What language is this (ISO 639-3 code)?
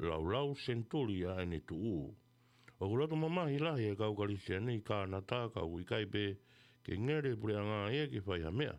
ton